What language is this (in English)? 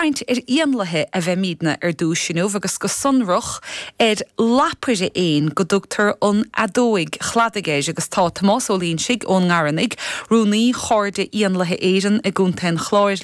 Irish